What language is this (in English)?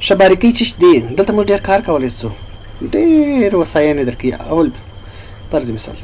Pashto